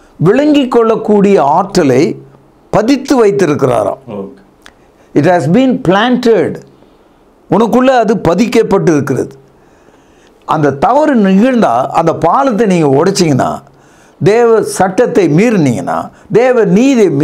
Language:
Tamil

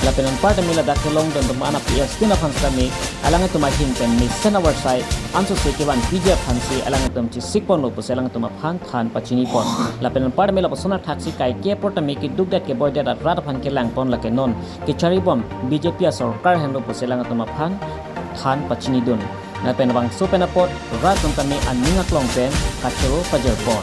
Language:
Karbi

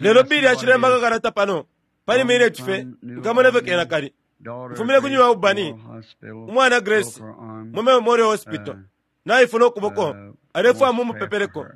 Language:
Bemba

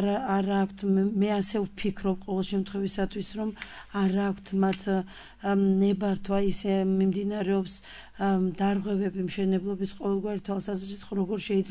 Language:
Georgian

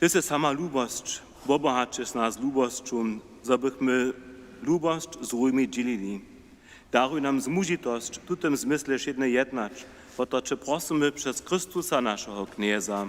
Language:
Upper Sorbian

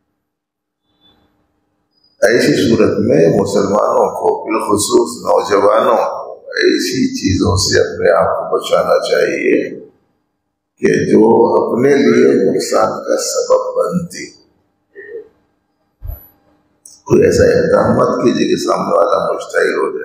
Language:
Urdu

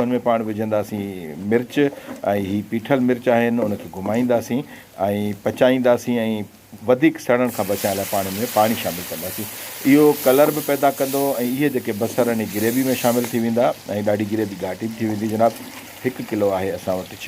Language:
Sindhi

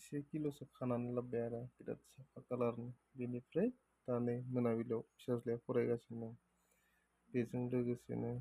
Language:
Bodo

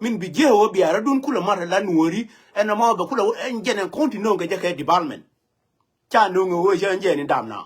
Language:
Nuer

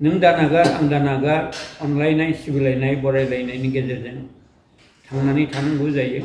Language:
Bodo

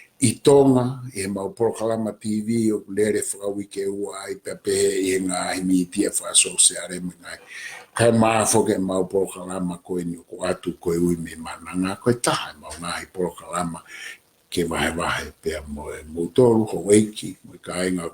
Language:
Tongan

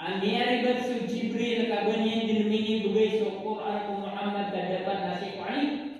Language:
Maranao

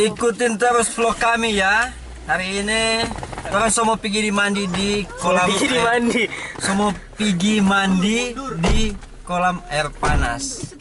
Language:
Manado Malay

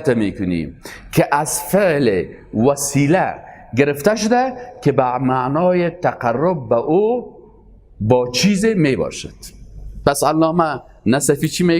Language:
Persian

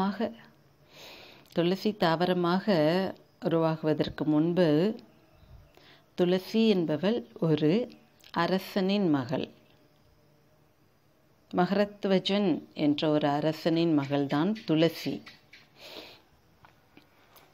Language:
Tamil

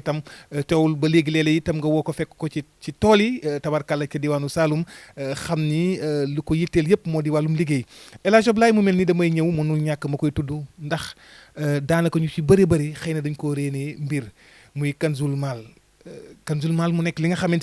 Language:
Wolof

